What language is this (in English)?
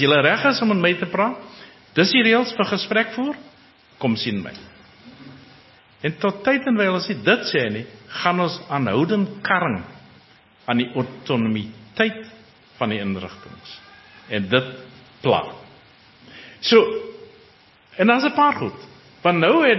Afrikaans